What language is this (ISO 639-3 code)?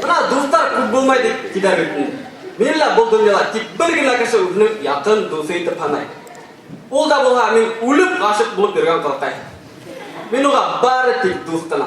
bak